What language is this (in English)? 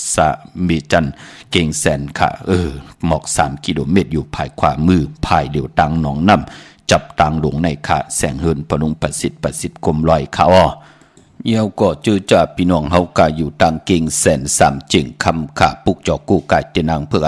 Shan